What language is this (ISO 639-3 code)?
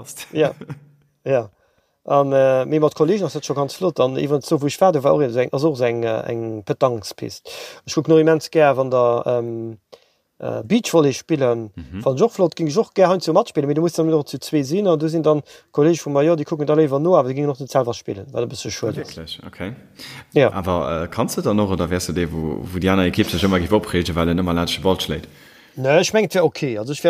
ltz